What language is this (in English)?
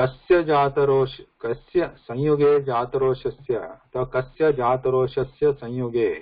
Sanskrit